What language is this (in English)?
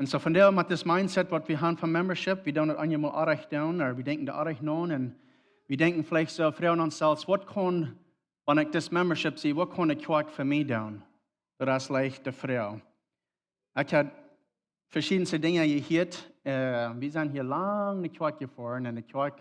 Plautdietsch